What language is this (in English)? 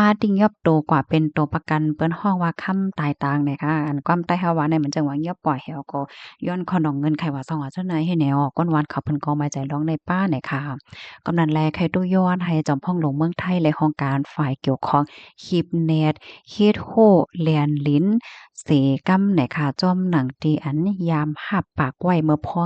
Shan